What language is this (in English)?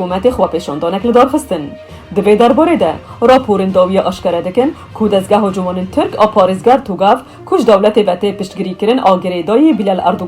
Kurdish